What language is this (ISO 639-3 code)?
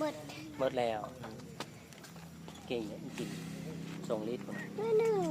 lao